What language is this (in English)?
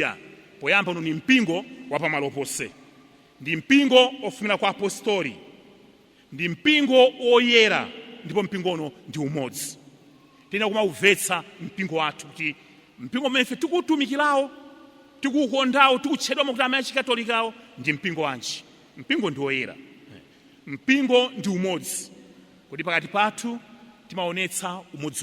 Nyanja